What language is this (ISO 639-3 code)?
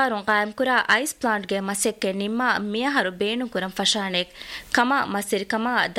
div